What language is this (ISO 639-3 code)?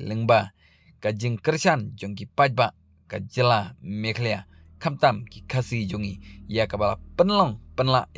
kha